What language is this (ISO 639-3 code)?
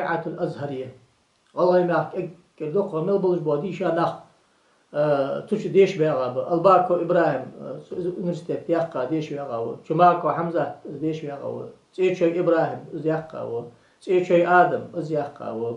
inh